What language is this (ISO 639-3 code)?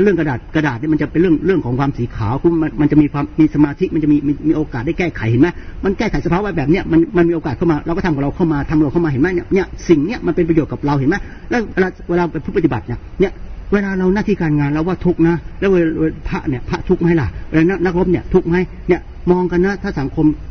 tha